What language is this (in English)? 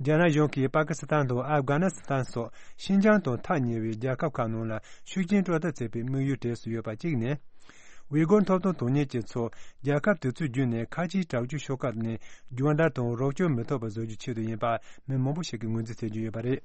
Tibetan